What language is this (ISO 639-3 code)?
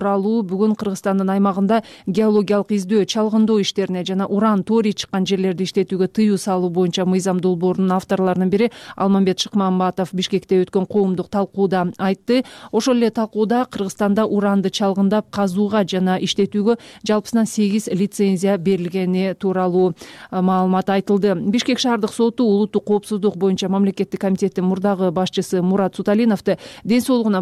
kir